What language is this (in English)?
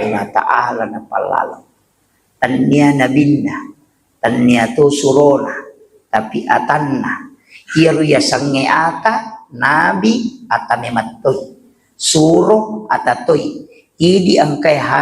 Buginese